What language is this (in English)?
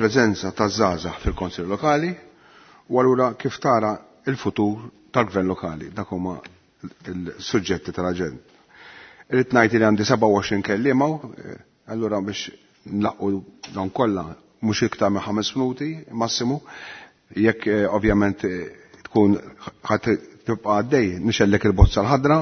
Maltese